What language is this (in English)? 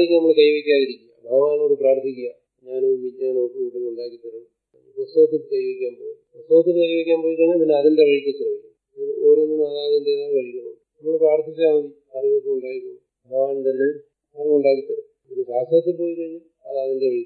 Malayalam